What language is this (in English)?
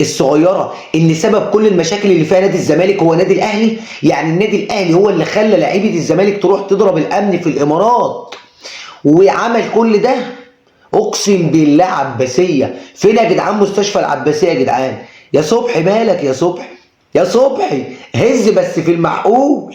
Egyptian Arabic